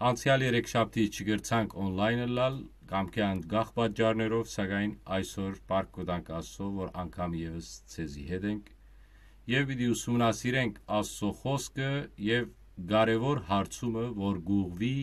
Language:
Western Armenian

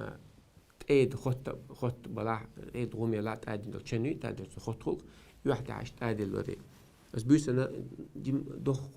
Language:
Chechen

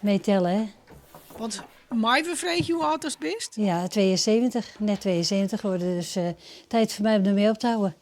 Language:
Western Frisian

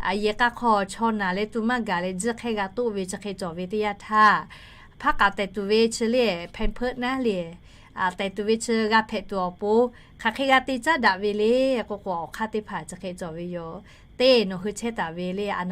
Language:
Lahu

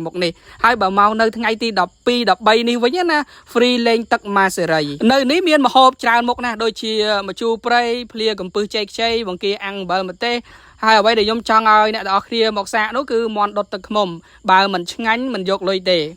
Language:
Khmer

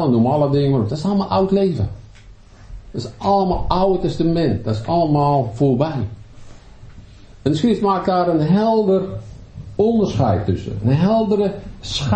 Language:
Dutch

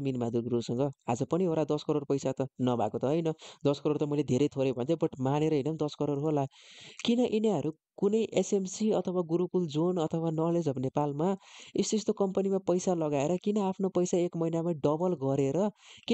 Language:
Nepali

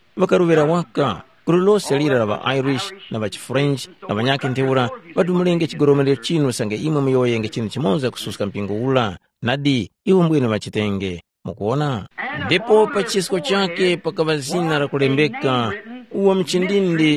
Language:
Tumbuka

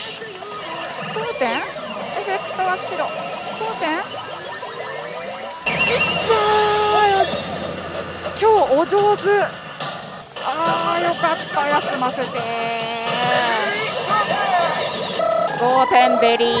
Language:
Japanese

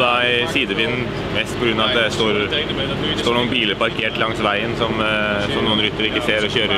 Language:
Norwegian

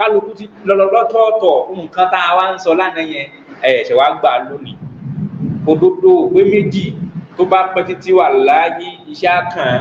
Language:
Yoruba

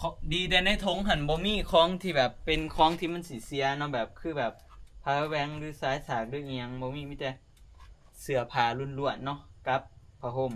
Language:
Northeastern Thai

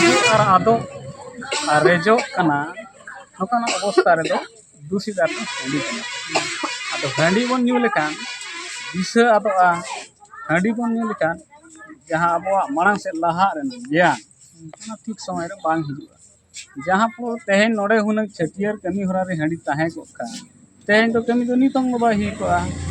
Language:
Santali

